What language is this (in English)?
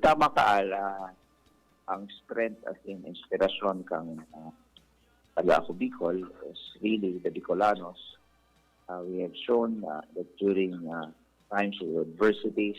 Bikol